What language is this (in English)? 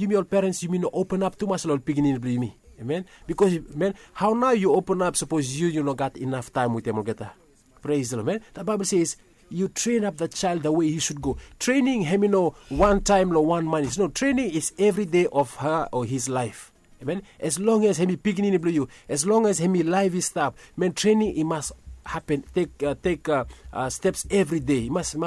Bislama